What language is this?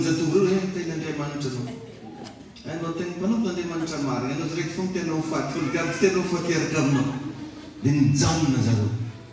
Malagasy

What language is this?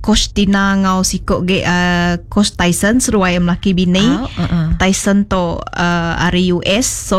Iban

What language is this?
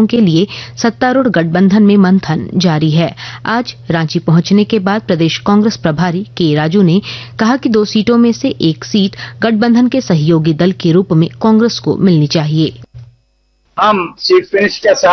Hindi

